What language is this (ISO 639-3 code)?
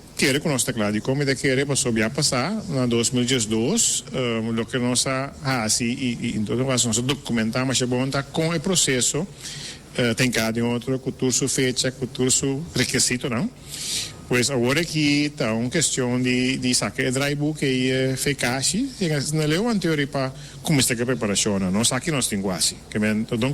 pap